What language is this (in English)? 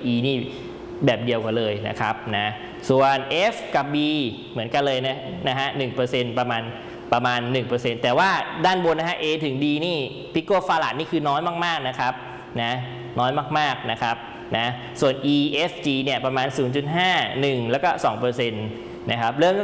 Thai